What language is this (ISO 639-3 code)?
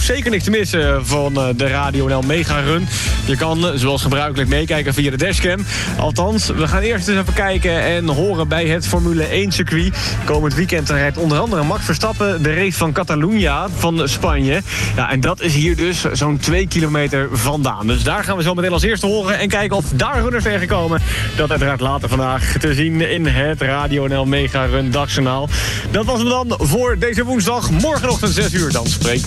nld